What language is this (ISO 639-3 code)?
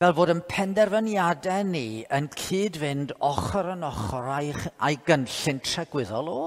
cym